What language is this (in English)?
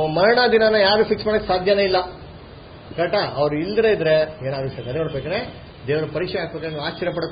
Kannada